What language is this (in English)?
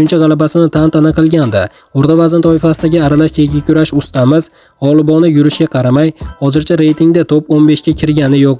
Uzbek